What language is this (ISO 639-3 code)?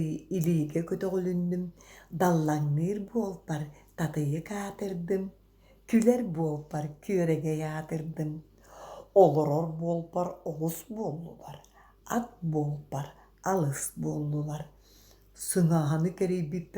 sah